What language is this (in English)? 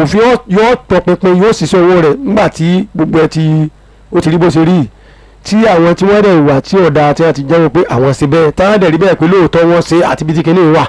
Yoruba